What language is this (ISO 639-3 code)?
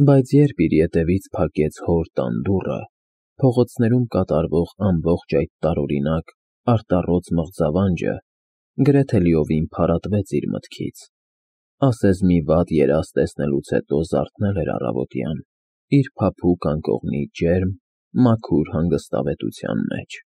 hye